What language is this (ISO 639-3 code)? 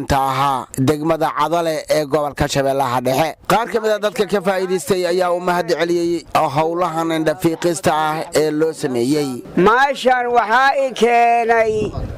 som